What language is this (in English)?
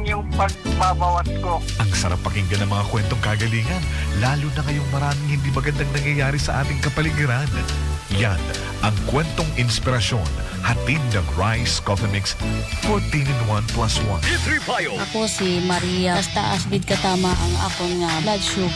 Filipino